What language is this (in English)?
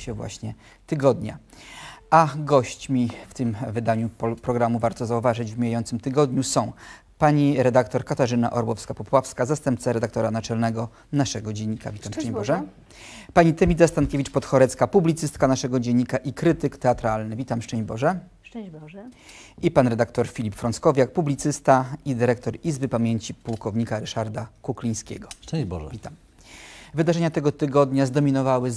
Polish